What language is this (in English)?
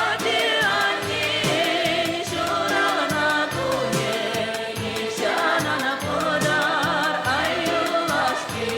Chuvash